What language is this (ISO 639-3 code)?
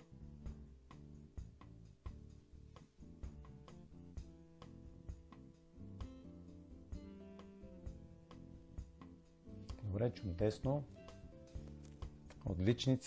bul